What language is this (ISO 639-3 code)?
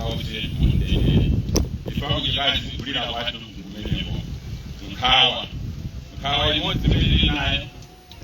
nya